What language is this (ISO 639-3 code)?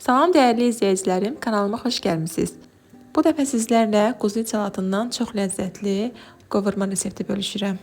aze